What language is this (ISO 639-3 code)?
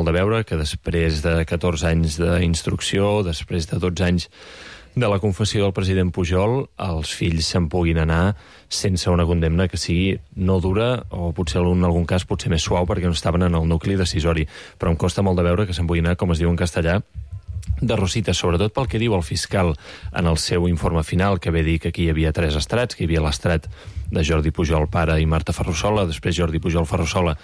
cat